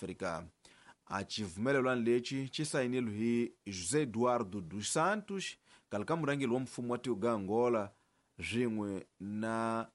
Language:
Tsonga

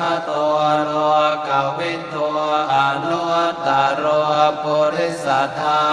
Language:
Pali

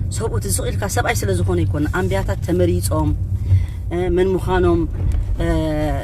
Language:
Tigrinya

